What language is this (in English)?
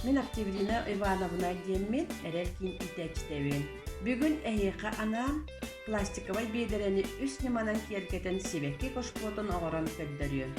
Yakut